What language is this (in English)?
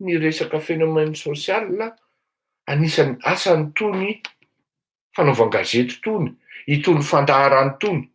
Malagasy